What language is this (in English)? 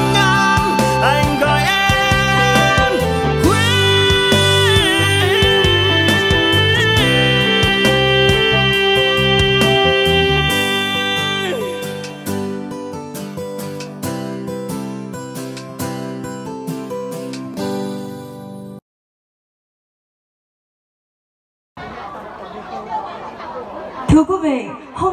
Vietnamese